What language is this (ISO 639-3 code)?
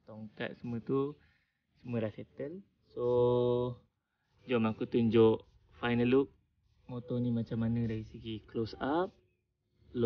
msa